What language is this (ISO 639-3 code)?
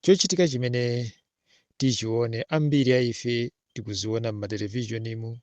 nya